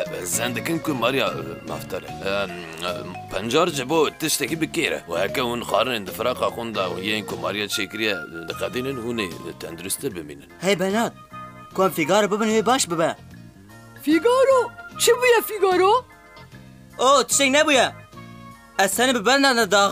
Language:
Kurdish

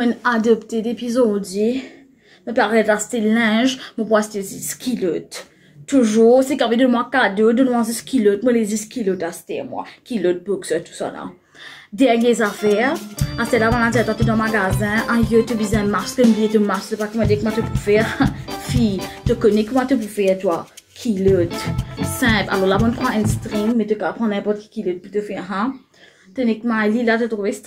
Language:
Morisyen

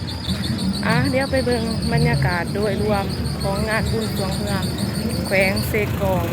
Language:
Lao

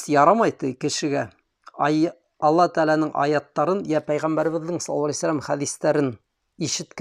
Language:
Bashkir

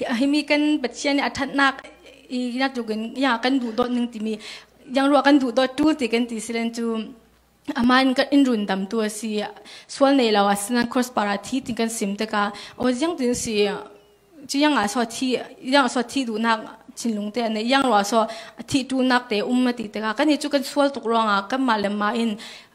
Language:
Falam Chin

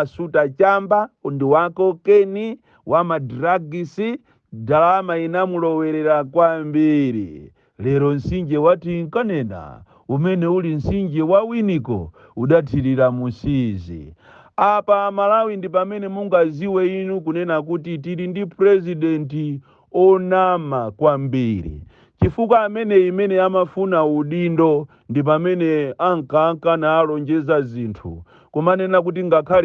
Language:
Nyanja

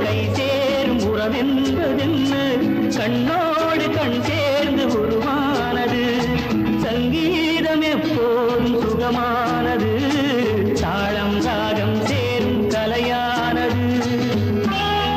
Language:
Tamil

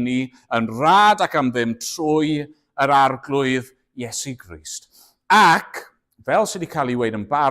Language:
Welsh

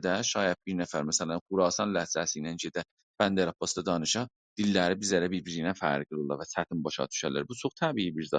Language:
South Azerbaijani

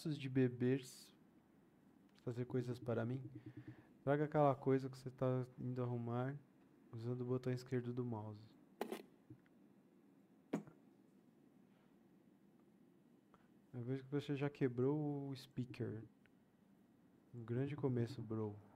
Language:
Portuguese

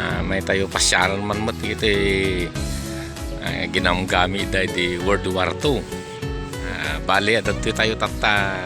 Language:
Iloko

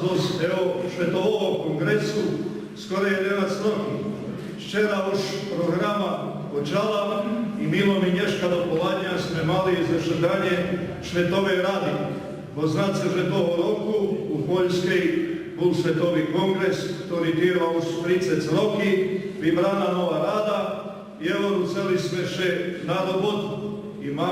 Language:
Rusyn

